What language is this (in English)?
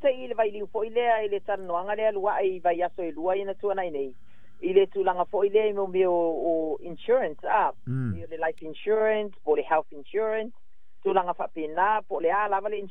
Samoan